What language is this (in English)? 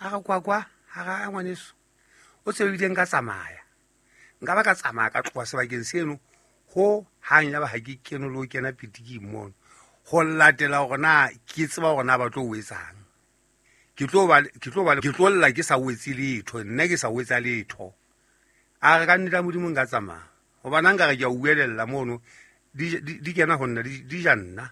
Southern Sotho